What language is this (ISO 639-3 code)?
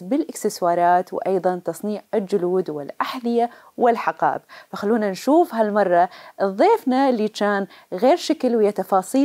acm